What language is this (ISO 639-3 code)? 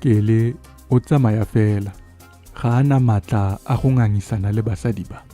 tsn